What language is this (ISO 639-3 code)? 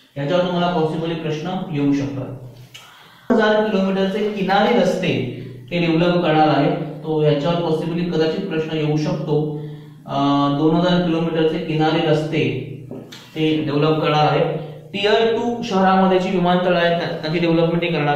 mar